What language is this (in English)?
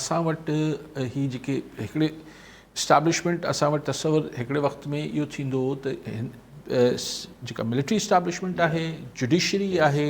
Sindhi